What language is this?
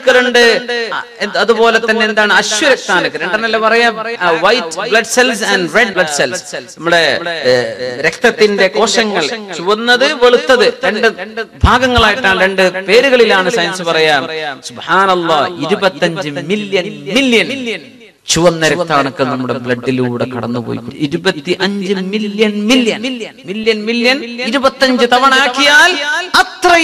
Malayalam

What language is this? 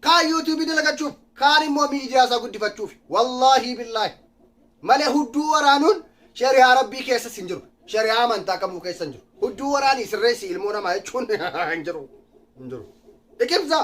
Oromo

